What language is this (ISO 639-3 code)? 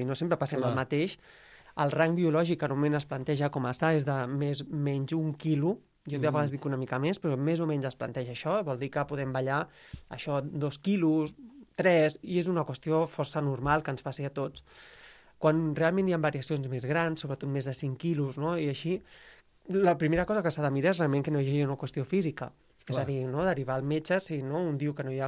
cat